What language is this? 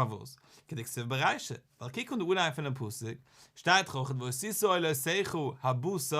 Yiddish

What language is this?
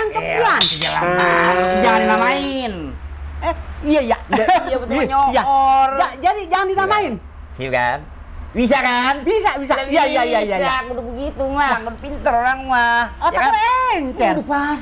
Betawi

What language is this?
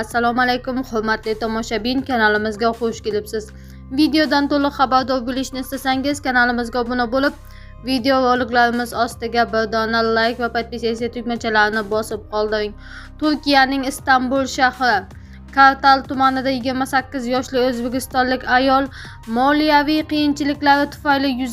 Uzbek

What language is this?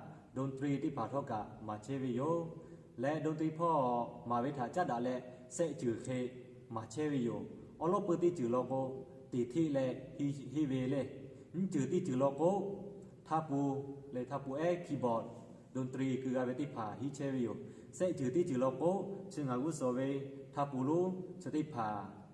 Lahu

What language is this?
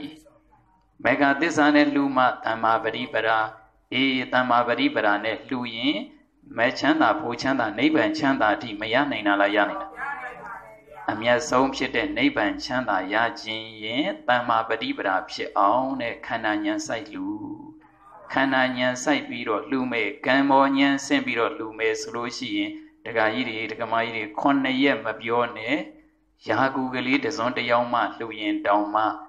Burmese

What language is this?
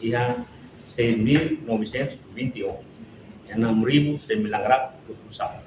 Tetum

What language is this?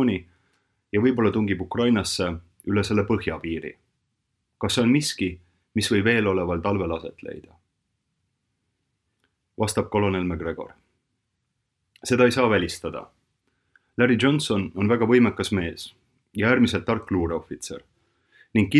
Estonian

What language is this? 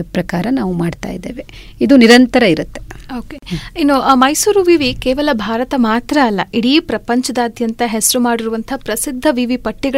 Kannada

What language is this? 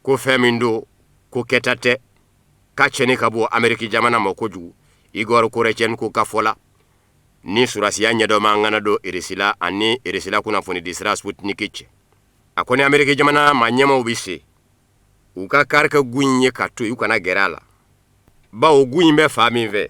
Bambara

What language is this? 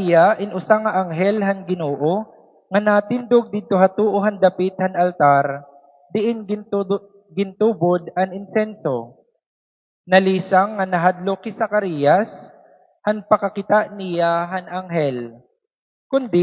Waray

